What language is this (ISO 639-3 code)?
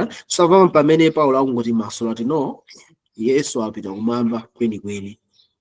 nya